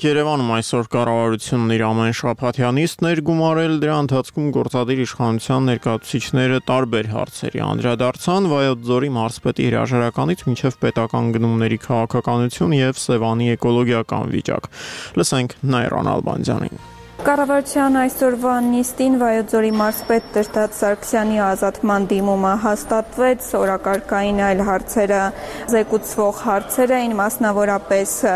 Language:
Armenian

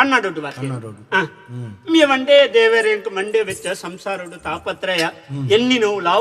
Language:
Tulu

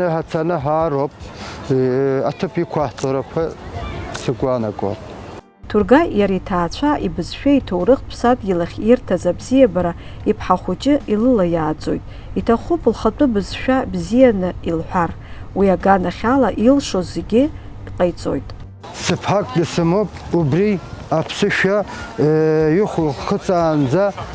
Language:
Abkhazian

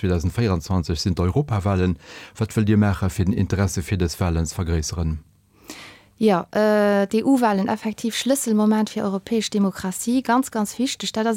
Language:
Luxembourgish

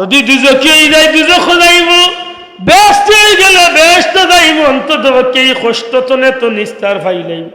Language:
Sylheti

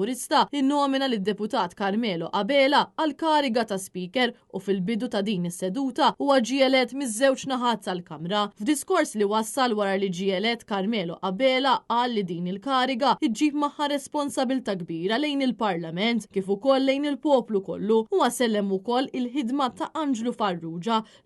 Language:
Maltese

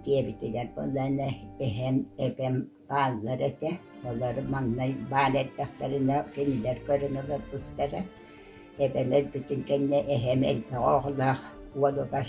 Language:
Yakut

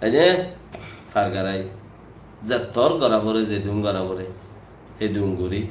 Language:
Rohingya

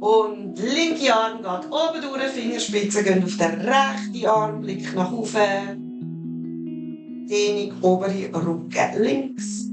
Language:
Swiss German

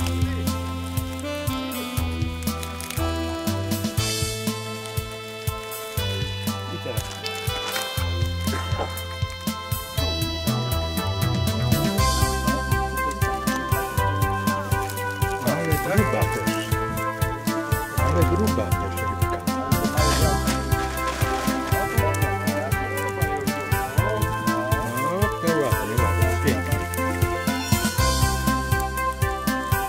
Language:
Polish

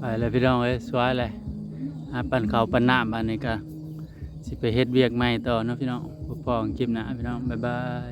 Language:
Northeastern Thai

